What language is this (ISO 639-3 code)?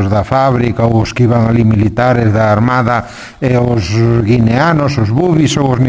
glg